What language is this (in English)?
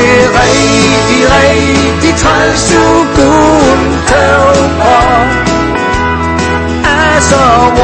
Danish